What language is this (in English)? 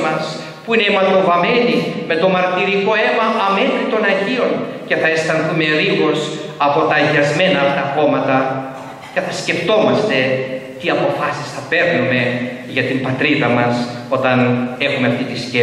Greek